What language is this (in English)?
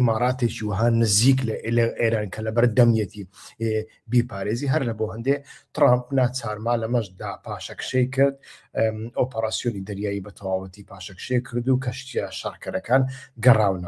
Central Kurdish